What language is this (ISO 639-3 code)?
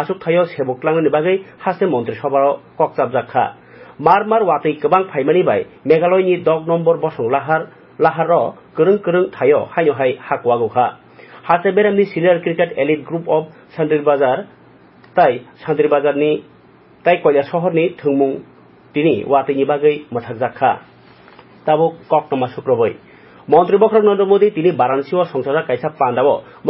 trp